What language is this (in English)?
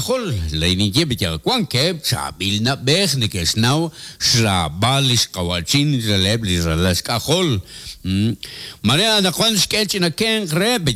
Kekchí